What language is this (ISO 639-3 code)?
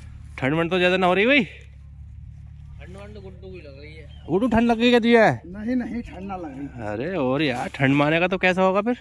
hin